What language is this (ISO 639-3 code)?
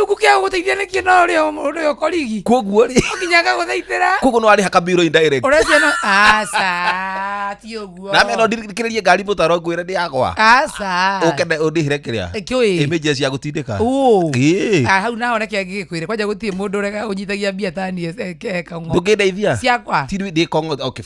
kik